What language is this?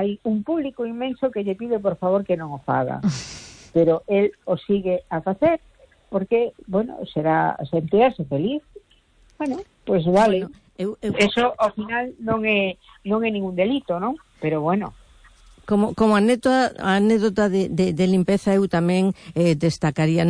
Galician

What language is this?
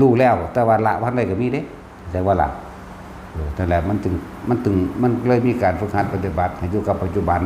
Northeastern Thai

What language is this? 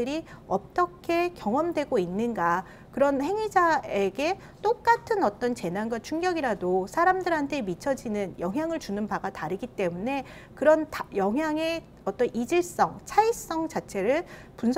Korean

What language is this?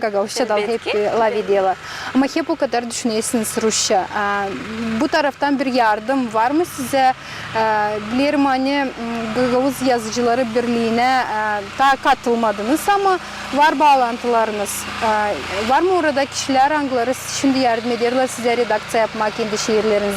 Gagauz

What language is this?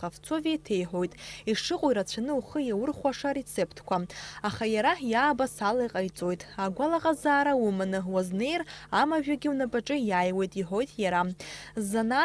Abkhazian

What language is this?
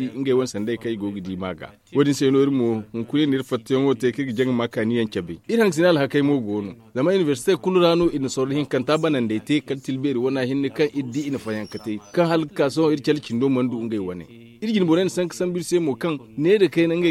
Zarma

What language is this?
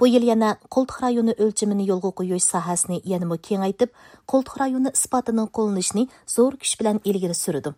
Uyghur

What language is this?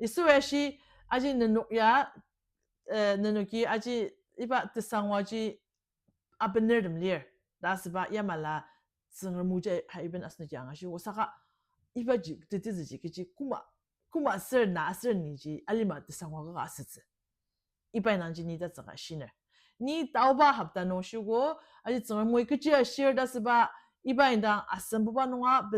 Ao Naga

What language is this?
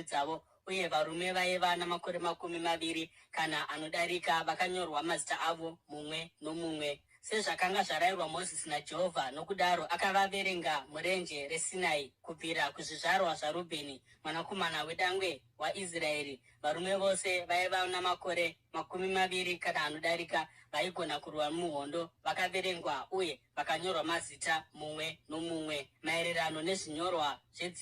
Shona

